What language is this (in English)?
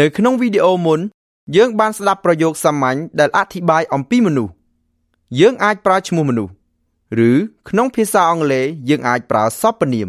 Khmer